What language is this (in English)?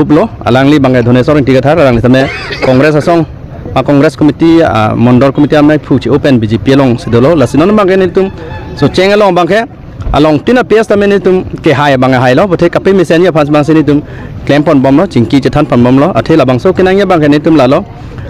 Karbi